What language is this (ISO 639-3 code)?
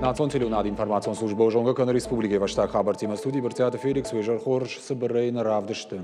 oss